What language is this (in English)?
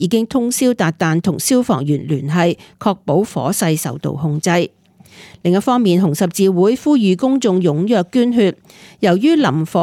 Cantonese